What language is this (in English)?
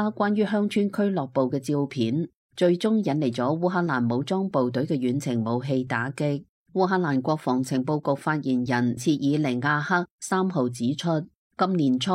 Cantonese